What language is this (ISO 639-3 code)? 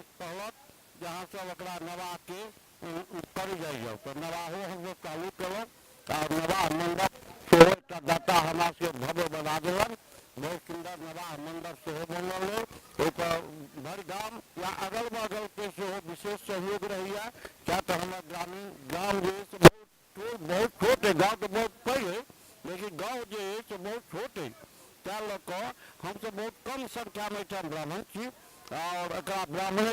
mai